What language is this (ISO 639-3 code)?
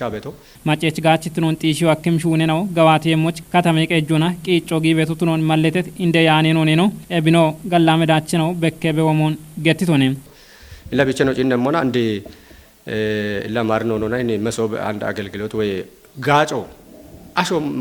kbr